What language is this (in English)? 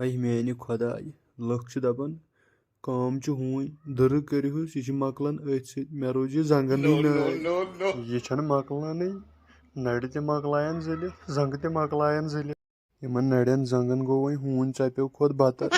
Kashmiri